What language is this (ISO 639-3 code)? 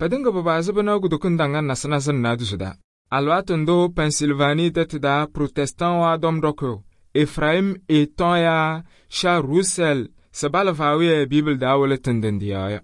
kbp